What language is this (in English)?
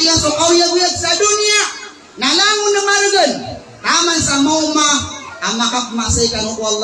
Maranao